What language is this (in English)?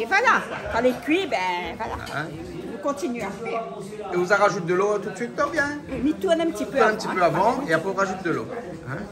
Réunion Creole French